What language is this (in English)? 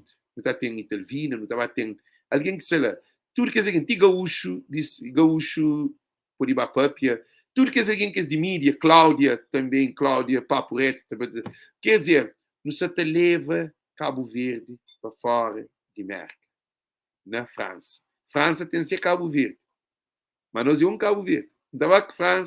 Kabuverdianu